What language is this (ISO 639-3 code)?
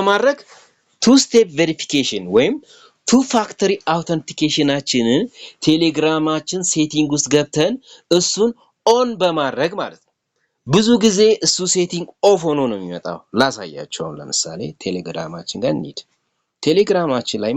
amh